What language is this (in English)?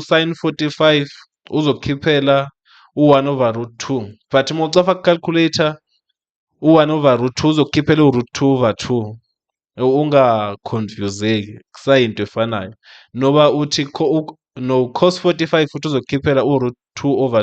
Zulu